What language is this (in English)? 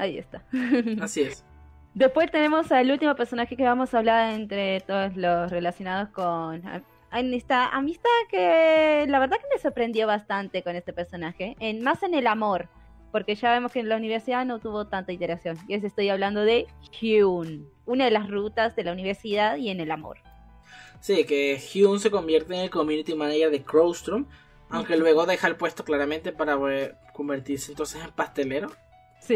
Spanish